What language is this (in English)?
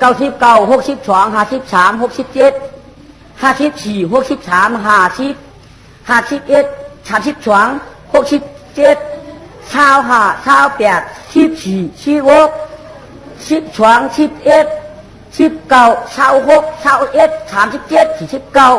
Shan